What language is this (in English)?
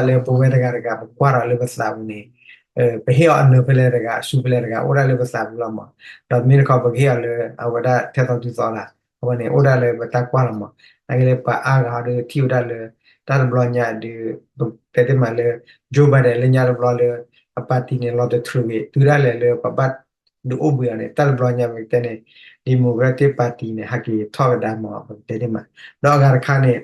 S'gaw Karen